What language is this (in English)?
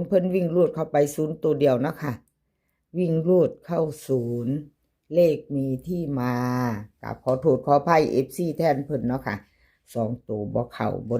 Northeastern Thai